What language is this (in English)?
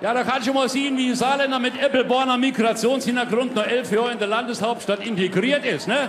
Palatine German